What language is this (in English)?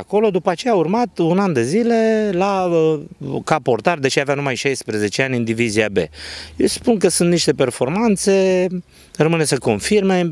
Romanian